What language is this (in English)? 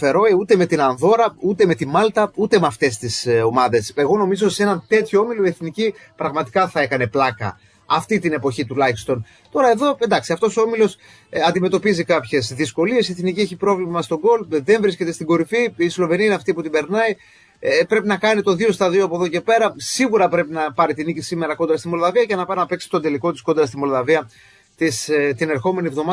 Greek